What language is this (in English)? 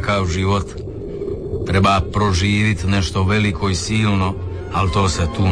Croatian